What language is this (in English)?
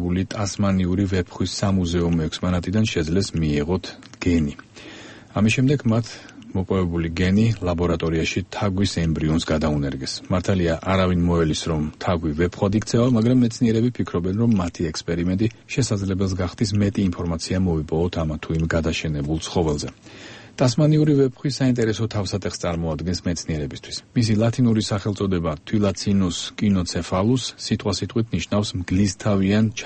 Georgian